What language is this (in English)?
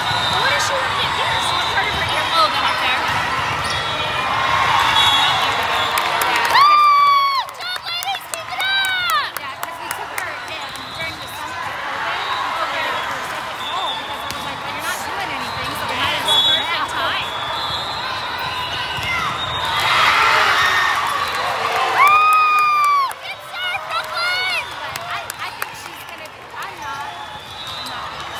English